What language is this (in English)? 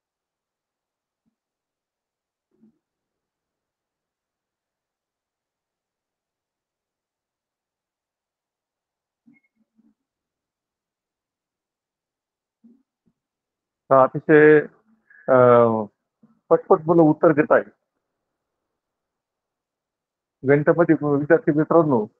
Marathi